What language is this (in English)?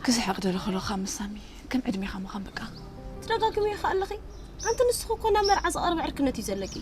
Tigrinya